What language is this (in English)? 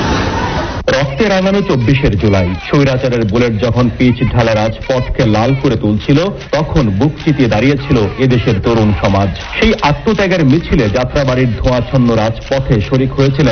Bangla